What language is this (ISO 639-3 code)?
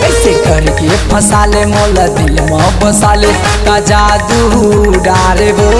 hne